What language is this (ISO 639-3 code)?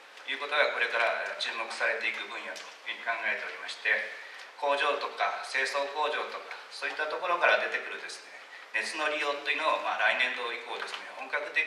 jpn